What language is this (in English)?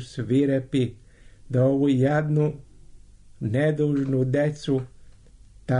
Serbian